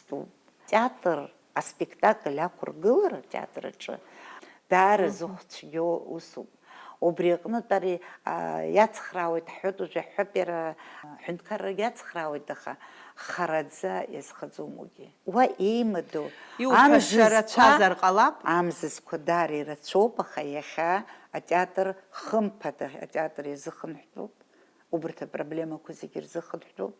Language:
Abkhazian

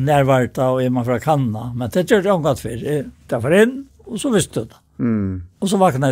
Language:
Faroese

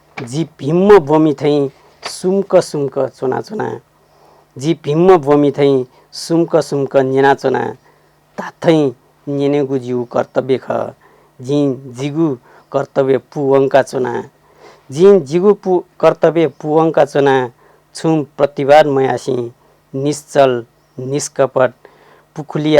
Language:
Newari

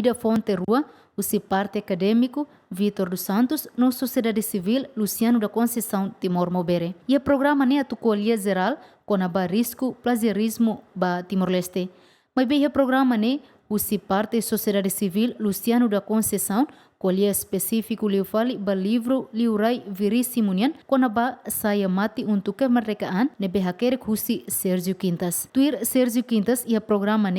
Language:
Tetum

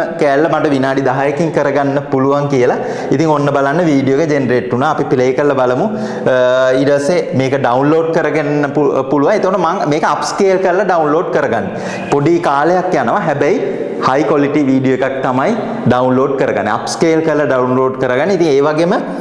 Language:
Sinhala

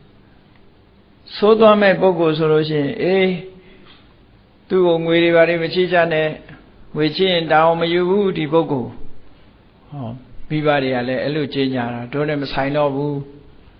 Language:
Burmese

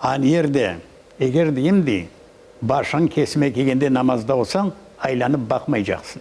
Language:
Crimean Tatar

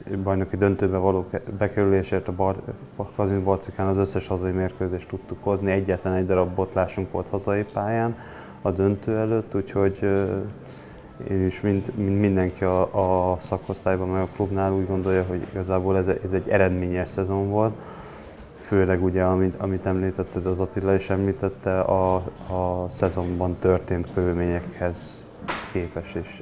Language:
Hungarian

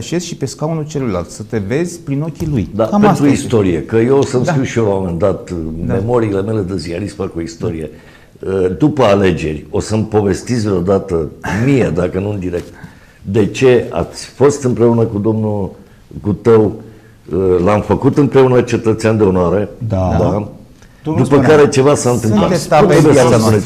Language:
Romanian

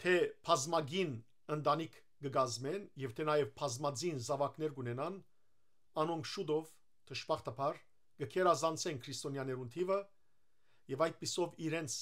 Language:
Western Armenian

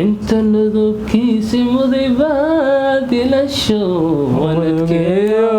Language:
Somali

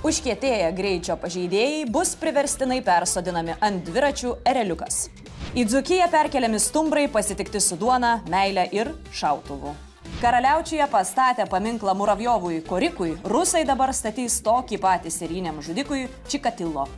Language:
Lithuanian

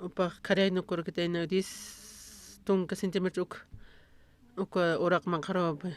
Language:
Aymara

